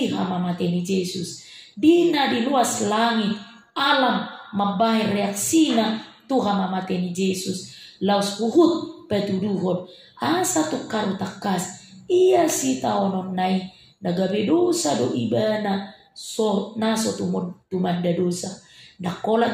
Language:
Batak Toba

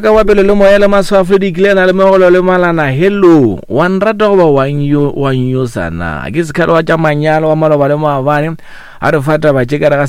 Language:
Northern Sotho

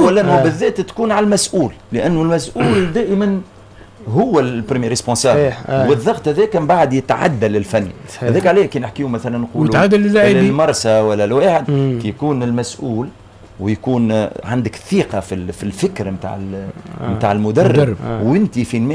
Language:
Tunisian Arabic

